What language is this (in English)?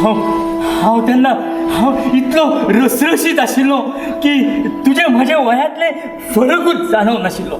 Konkani